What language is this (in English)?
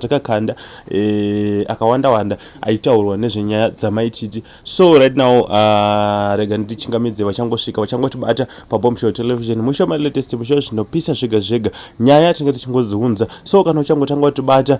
Shona